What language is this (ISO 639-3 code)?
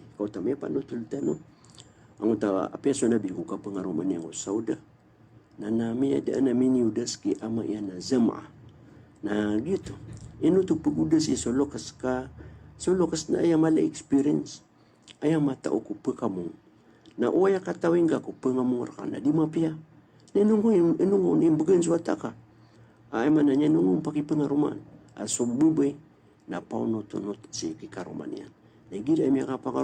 mrw